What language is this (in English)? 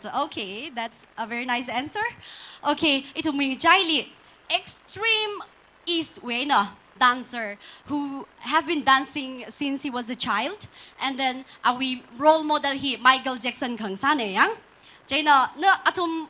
Tangkhul Naga (India)